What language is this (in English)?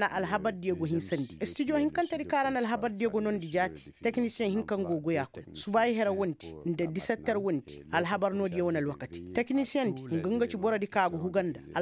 Koyraboro Senni